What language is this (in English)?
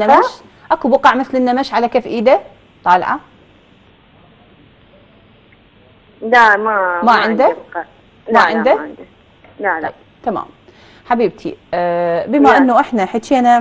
Mesopotamian Arabic